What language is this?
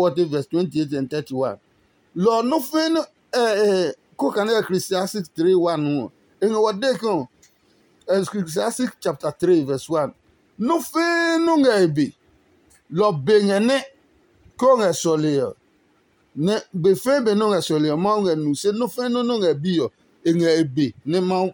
Adangme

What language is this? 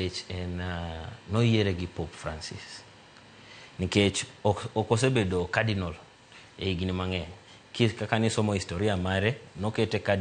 Luo (Kenya and Tanzania)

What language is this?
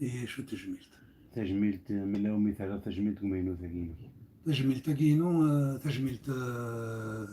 Kabyle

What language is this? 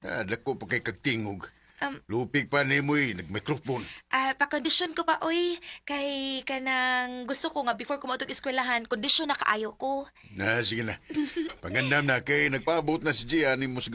Cebuano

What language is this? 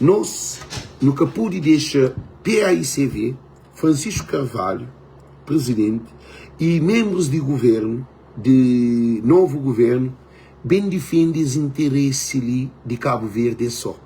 Kabuverdianu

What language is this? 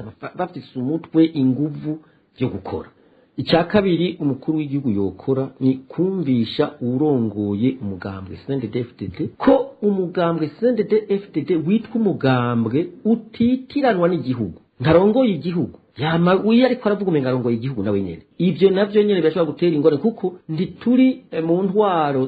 Rundi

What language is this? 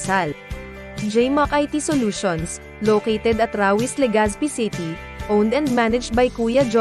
Bikol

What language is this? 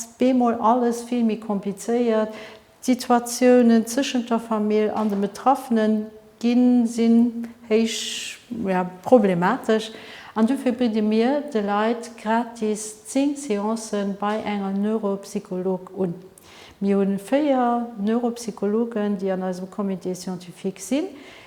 Luxembourgish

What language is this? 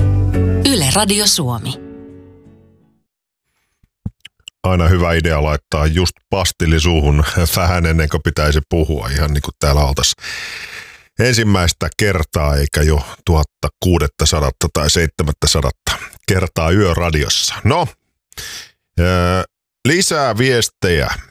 Finnish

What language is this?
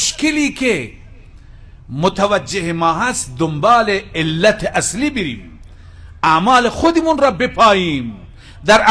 Persian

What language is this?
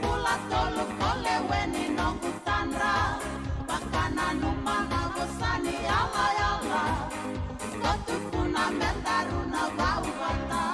Fijian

